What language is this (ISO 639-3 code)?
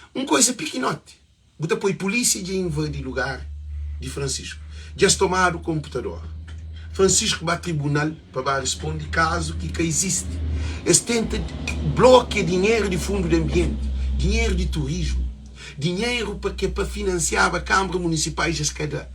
kea